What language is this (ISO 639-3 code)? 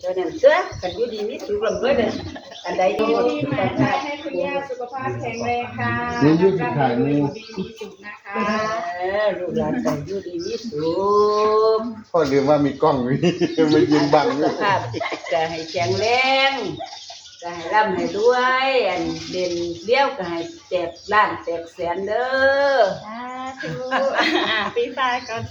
tts